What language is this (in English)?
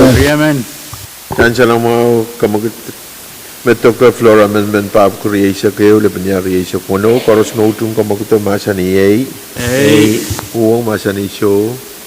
Pohnpeian